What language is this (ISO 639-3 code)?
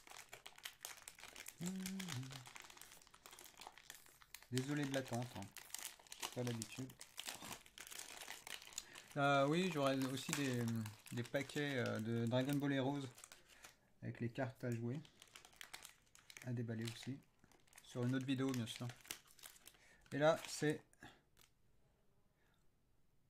fra